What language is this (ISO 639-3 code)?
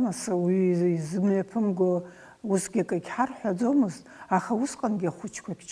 abk